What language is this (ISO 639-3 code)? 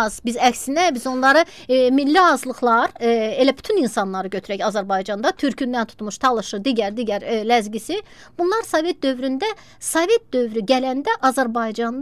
aze